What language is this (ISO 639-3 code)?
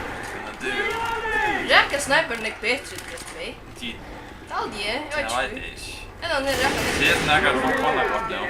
fao